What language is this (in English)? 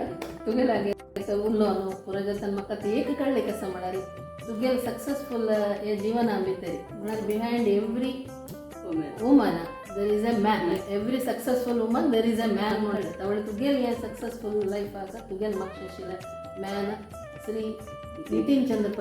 Konkani